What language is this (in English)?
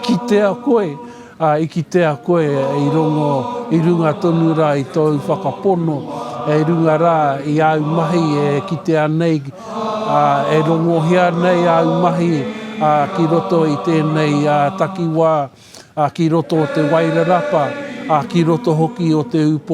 Māori